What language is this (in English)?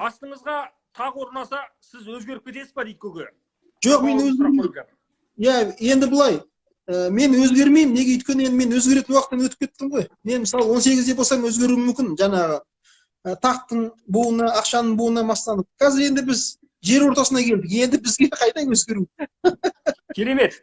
Kazakh